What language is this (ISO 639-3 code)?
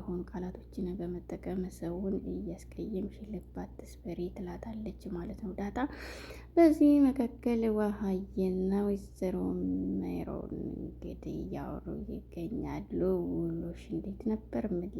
amh